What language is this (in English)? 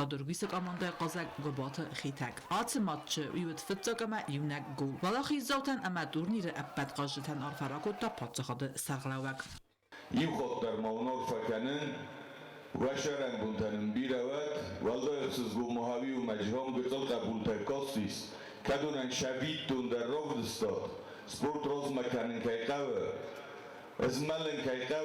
Ossetic